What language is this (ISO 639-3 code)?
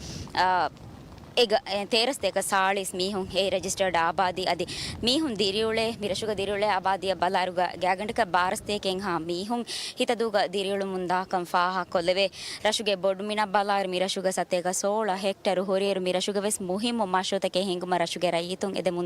div